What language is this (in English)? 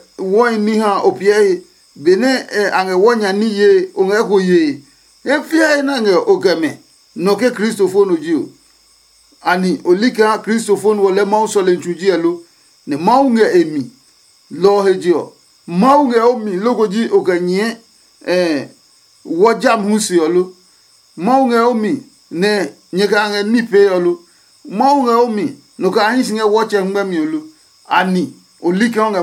Adangme